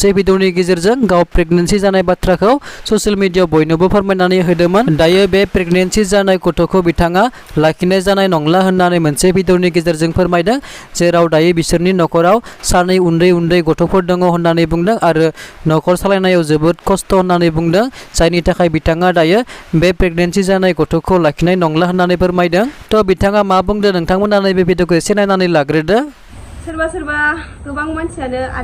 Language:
Bodo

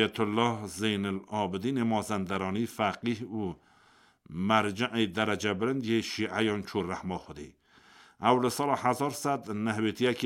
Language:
Kurdish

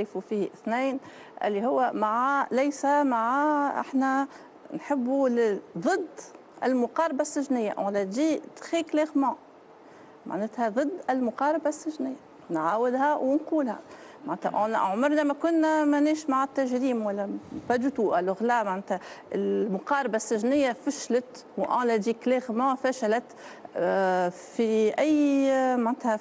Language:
Tunisian Arabic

